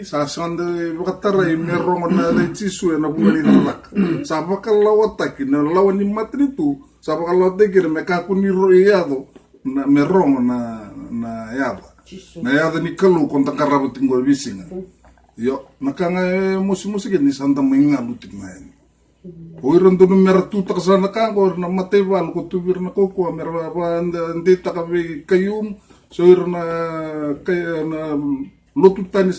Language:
Fijian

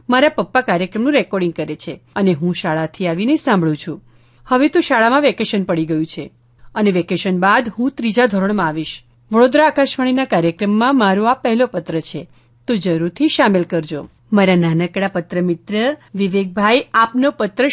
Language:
Gujarati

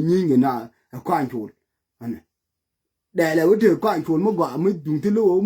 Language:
Nuer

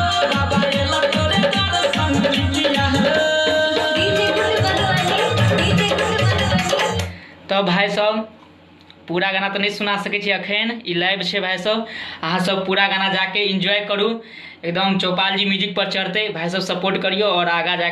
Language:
Maithili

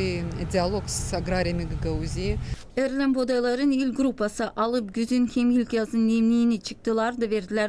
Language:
Gagauz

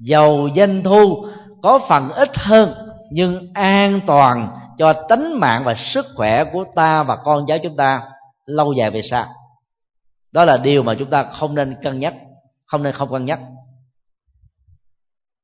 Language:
Vietnamese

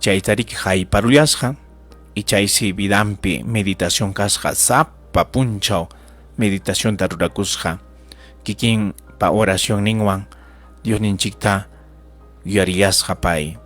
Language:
Ayacucho Quechua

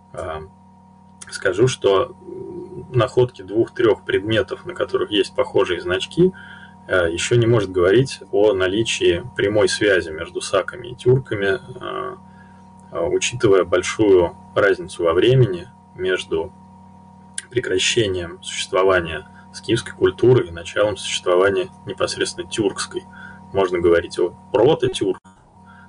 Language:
Russian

